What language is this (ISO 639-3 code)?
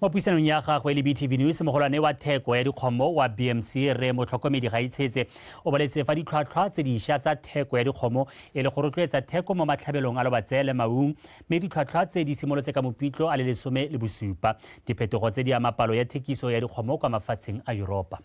tsn